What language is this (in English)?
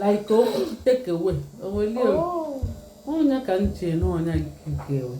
Igbo